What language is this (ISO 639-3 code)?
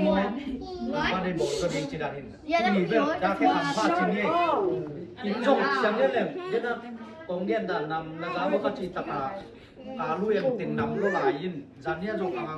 ctd